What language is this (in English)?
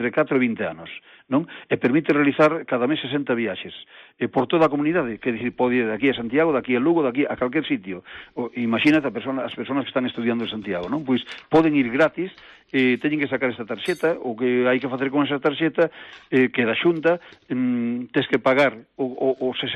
Galician